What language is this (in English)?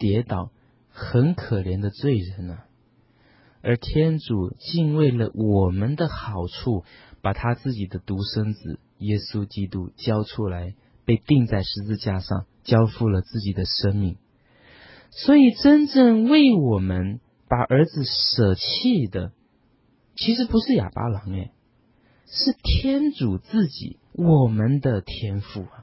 Chinese